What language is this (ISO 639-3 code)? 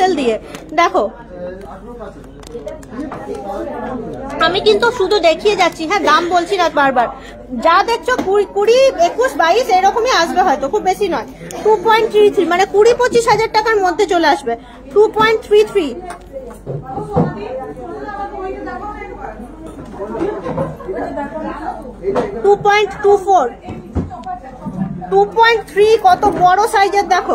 ben